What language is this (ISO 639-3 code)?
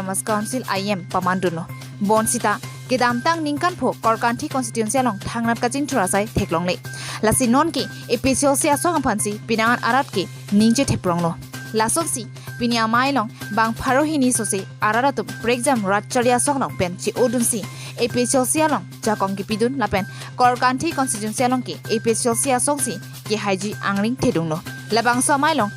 mjw